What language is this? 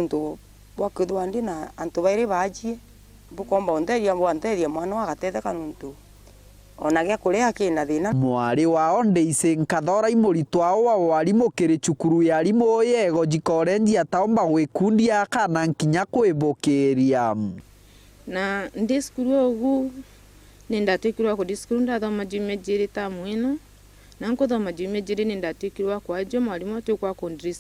Meru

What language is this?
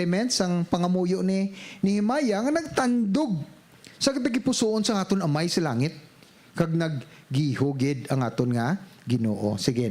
Hiligaynon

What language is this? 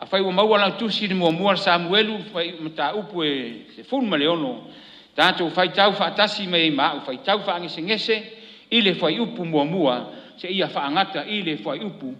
Samoan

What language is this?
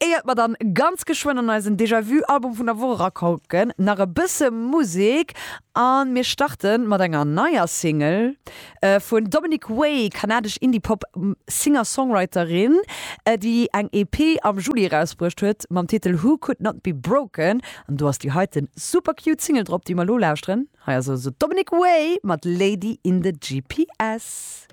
Luxembourgish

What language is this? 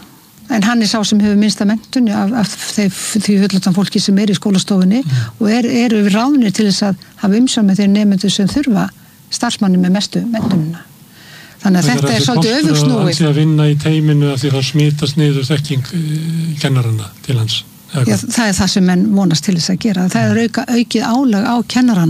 Icelandic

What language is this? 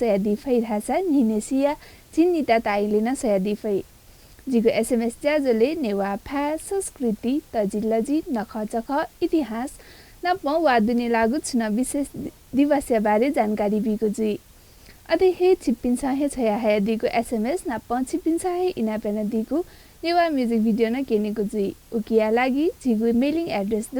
Newari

